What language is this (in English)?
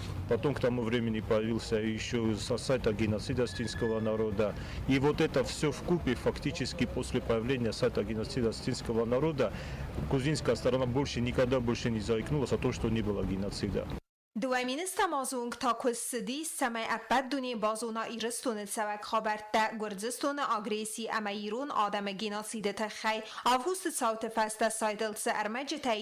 Ossetic